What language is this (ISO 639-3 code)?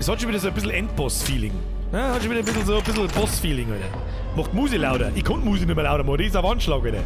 bar